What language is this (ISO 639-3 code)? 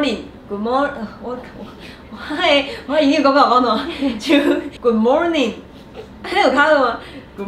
nan